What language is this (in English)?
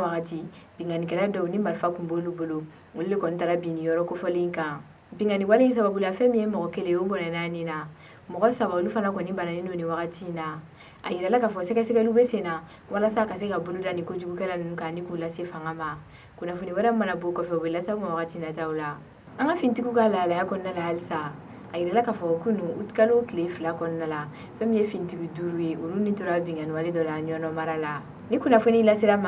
Bambara